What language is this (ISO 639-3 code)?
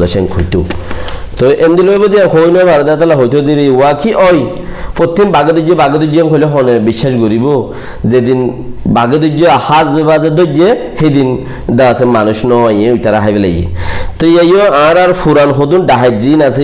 rhg